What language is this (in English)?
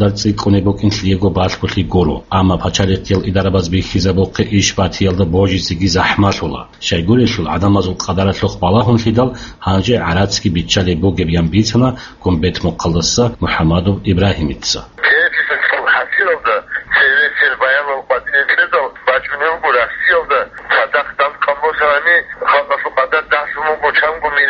Avaric